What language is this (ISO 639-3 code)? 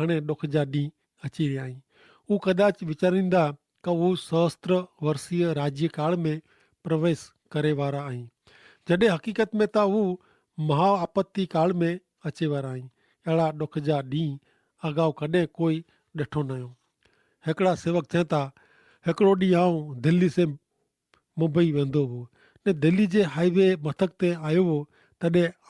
kfr